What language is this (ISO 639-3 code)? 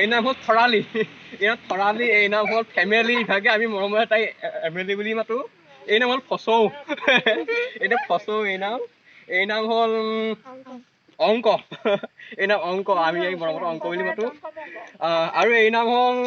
asm